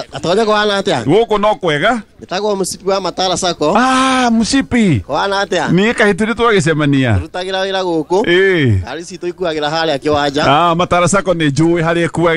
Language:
Kikuyu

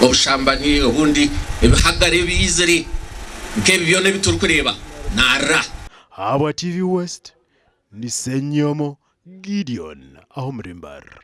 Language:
Nyankole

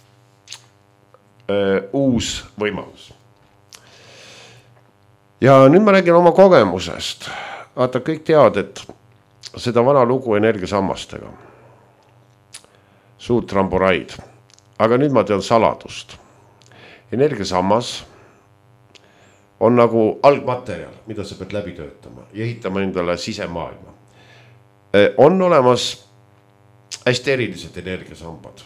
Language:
Estonian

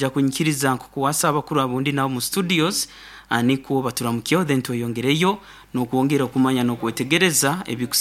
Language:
Nyankole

